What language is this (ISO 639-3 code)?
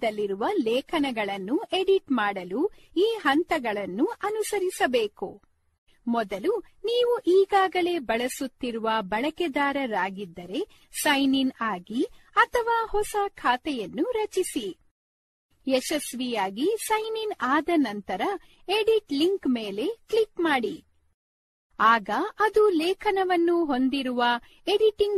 kan